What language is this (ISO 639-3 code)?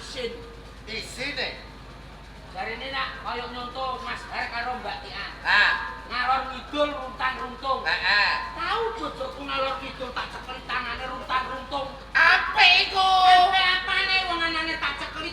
jav